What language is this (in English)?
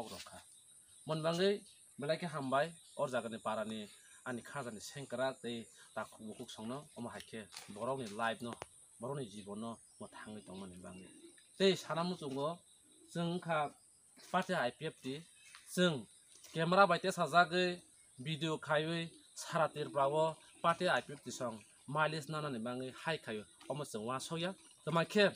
Riang (India)